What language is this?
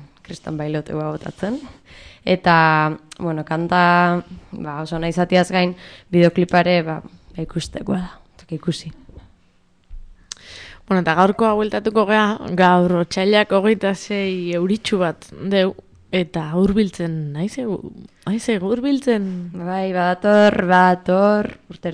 Basque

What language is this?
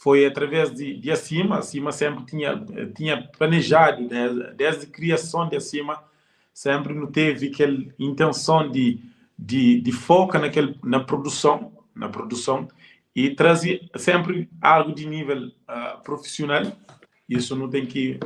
Kabuverdianu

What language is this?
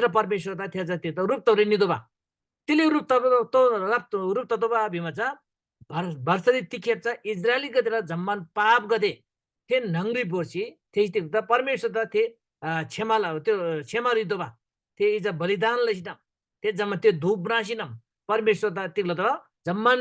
Eastern Tamang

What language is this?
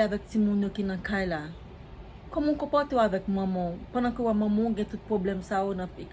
Haitian Creole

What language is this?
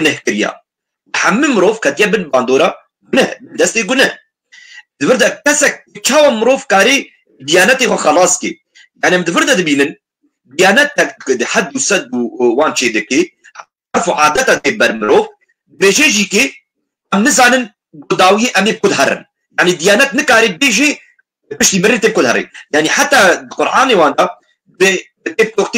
Kurdish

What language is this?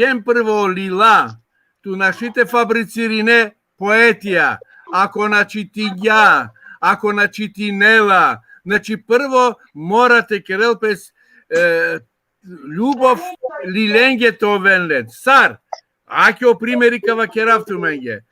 Balkan Romani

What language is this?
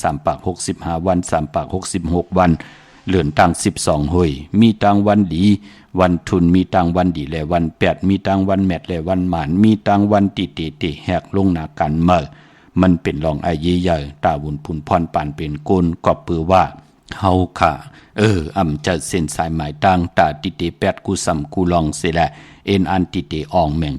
Shan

